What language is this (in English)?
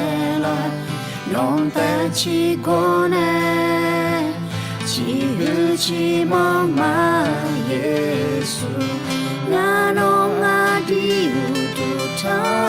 Akha